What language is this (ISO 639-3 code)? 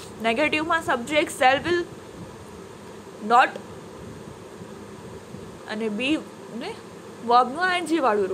guj